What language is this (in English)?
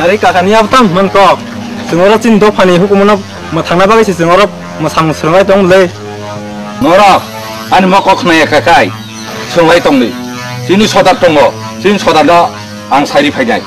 Kok Borok